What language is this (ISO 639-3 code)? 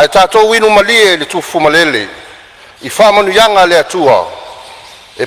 smo